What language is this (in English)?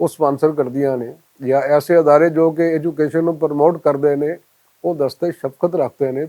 Western Panjabi